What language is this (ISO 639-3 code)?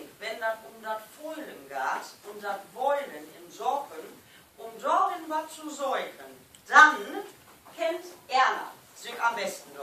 nds